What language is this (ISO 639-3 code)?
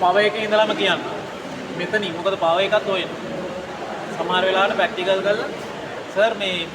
sin